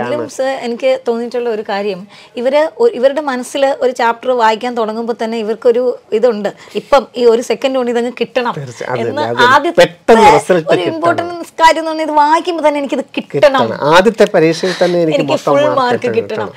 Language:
Malayalam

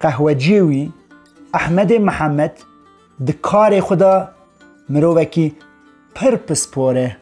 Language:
Kurdish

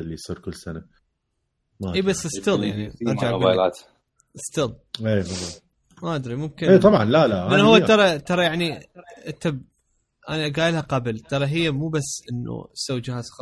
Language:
Mesopotamian Arabic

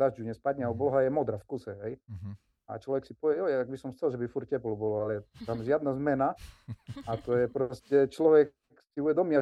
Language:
Slovak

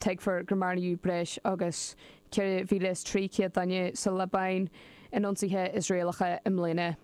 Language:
Irish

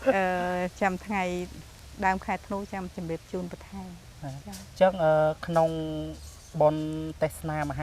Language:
Khmer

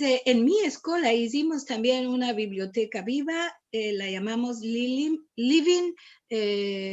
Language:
Ladino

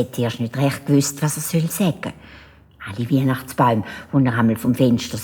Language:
Swiss German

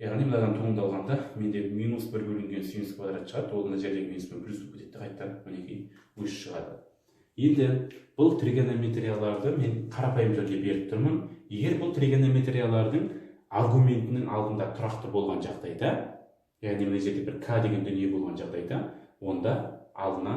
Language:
Kazakh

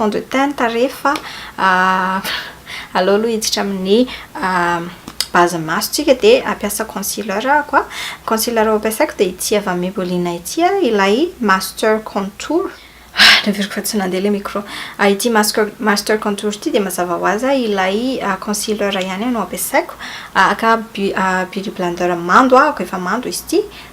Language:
Malagasy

